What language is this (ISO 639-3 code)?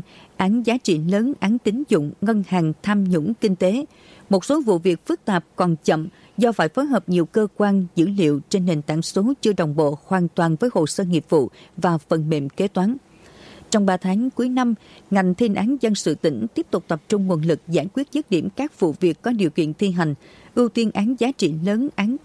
vie